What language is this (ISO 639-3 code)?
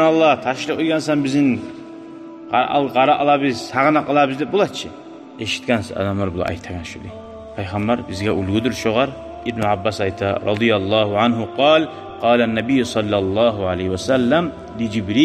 kum